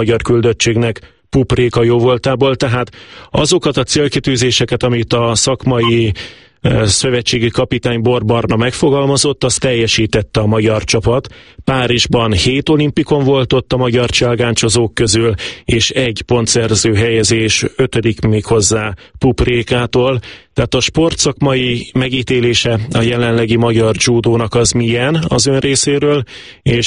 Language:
Hungarian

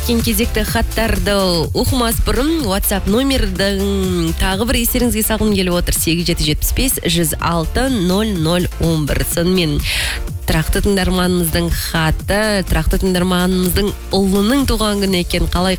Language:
Kazakh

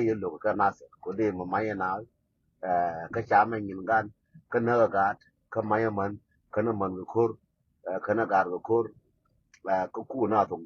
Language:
Nuer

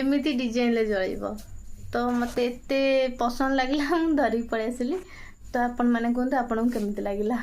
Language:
Odia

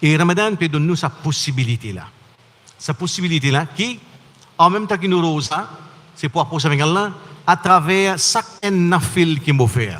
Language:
Morisyen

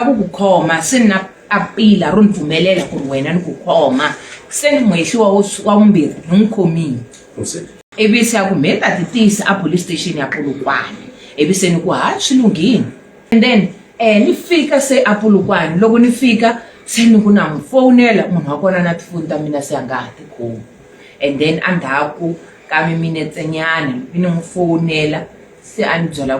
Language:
Tsonga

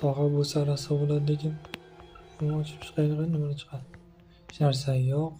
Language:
Uzbek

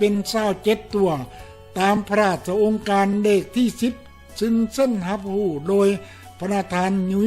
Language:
Lao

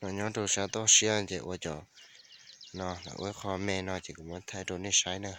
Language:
Hmong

